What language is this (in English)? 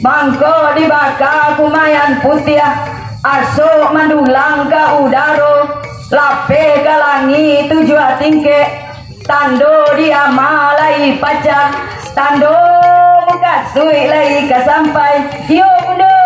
Minangkabau